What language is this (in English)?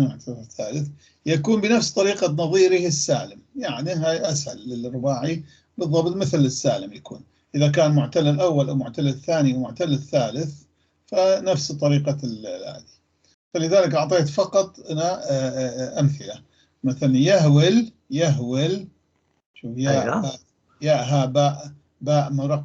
North Levantine Arabic